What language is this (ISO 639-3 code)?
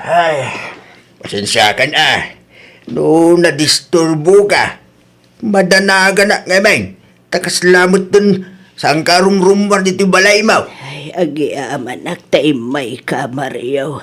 ilo